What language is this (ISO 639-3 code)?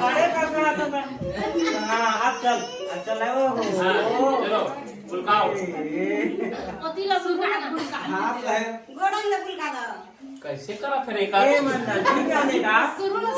hne